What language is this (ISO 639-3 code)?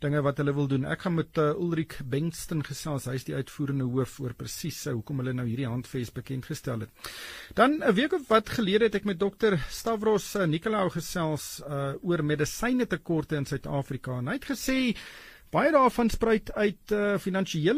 afr